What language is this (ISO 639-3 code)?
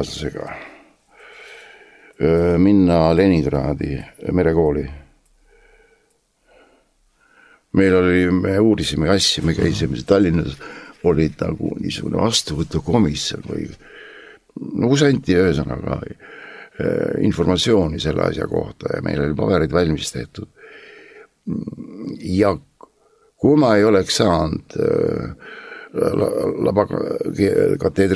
est